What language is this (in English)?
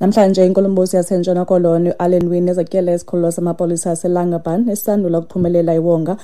Xhosa